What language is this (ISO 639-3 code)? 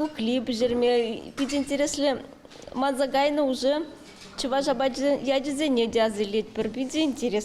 chv